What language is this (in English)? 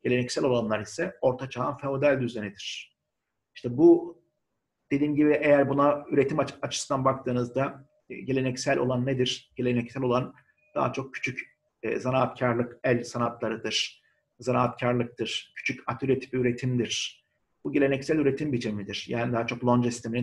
Turkish